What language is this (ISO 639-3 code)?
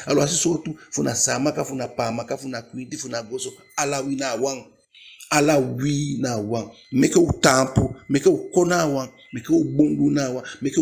djk